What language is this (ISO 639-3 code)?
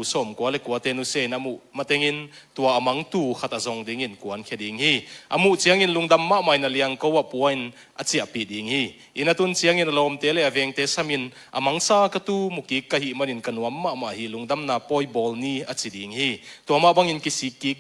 ctd